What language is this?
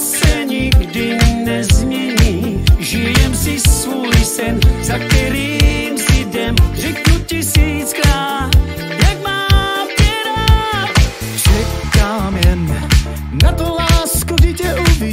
Czech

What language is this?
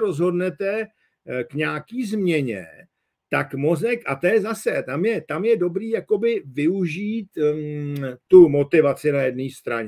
Czech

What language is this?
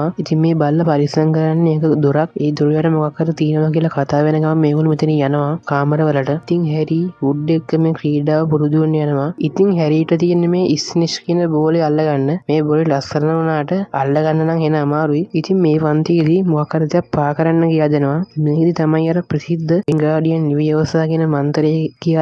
Sinhala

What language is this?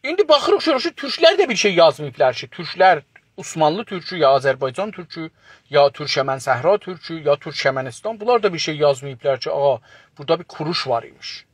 South Azerbaijani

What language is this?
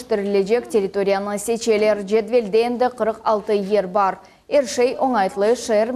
Crimean Tatar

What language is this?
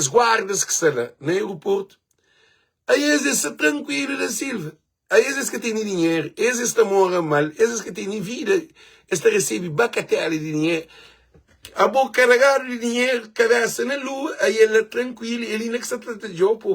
Kabuverdianu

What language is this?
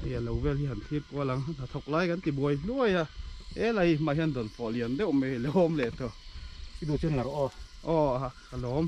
Mizo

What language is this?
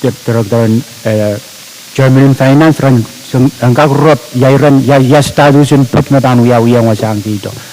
Pohnpeian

